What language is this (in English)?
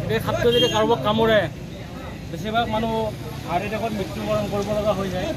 Assamese